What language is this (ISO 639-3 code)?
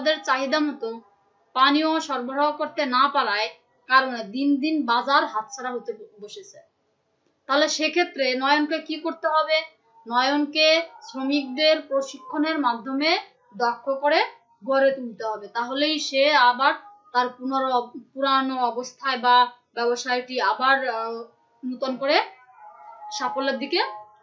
ben